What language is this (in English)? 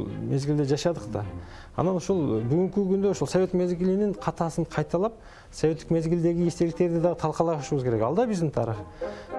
Kyrgyz